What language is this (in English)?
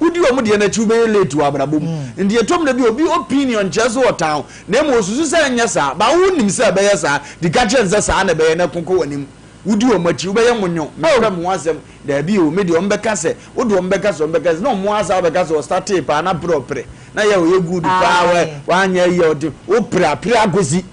Akan